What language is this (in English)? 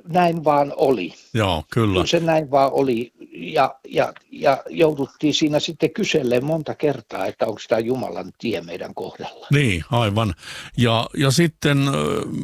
Finnish